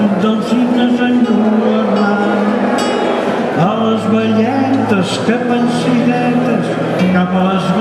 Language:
Catalan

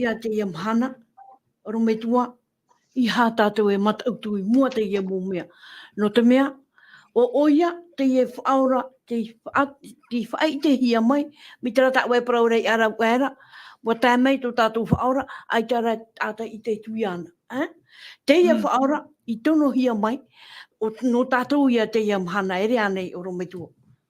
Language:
Tahitian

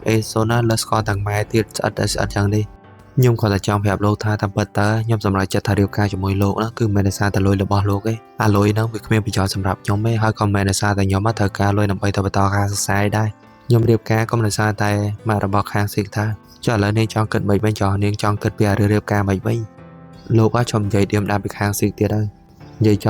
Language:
Khmer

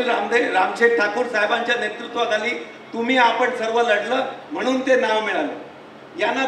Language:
Marathi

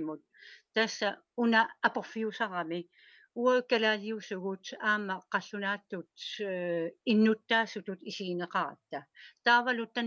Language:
Kalaallisut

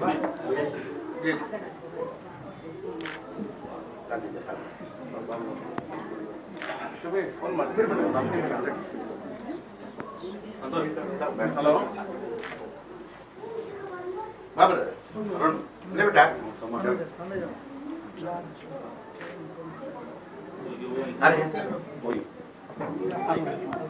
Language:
Kannada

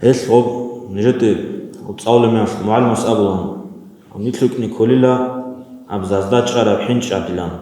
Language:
Avaric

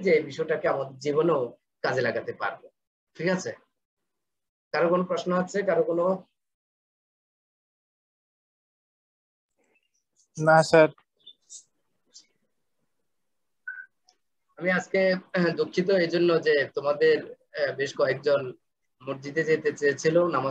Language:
Bangla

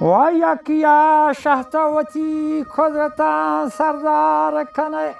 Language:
Baluchi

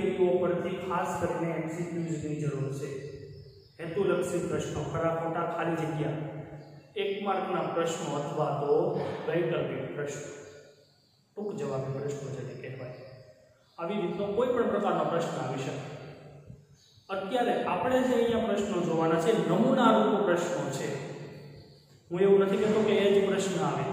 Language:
Gujarati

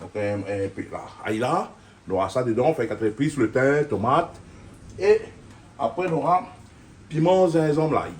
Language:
Réunion Creole French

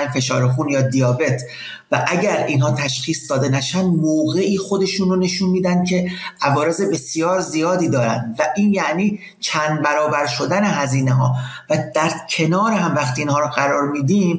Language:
Persian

